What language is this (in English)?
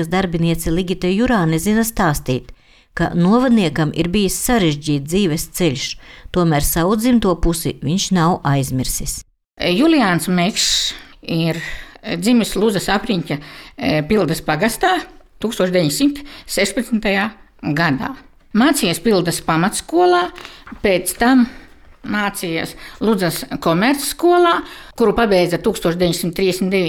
Latvian